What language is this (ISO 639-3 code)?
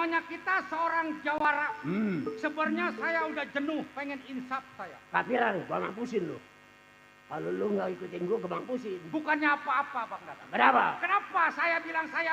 bew